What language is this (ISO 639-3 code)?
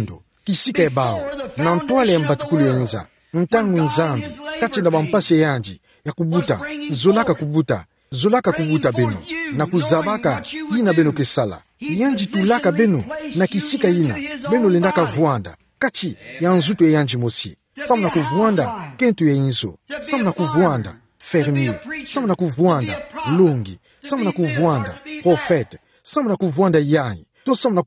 ktu